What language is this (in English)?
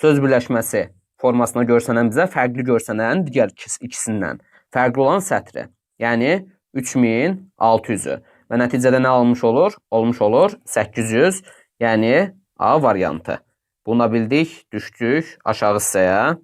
Azerbaijani